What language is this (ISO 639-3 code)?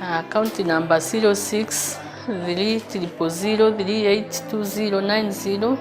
mer